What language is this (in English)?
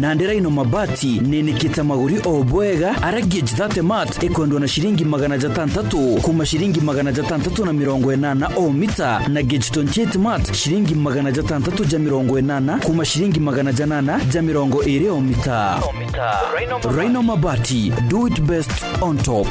Meru